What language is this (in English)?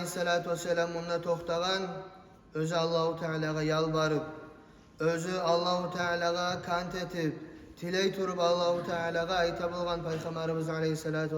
Kumyk